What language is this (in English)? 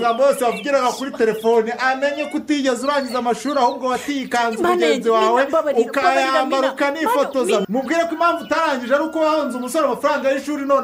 Kinyarwanda